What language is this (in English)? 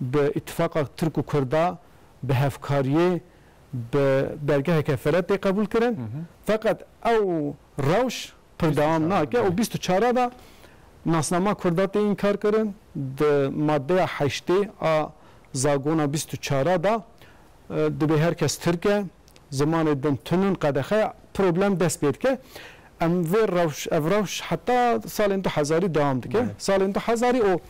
Kurdish